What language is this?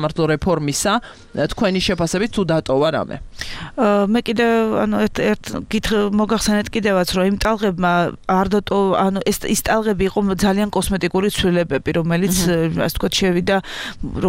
Georgian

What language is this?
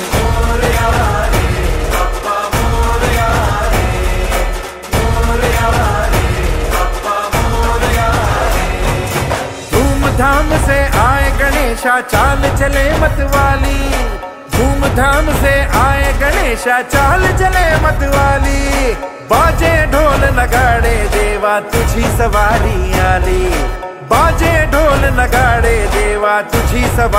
Hindi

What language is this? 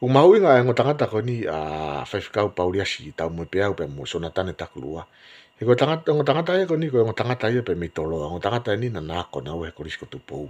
Tongan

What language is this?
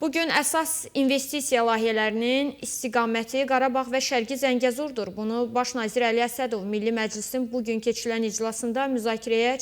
Azerbaijani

